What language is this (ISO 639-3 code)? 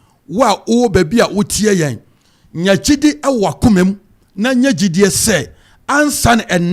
aka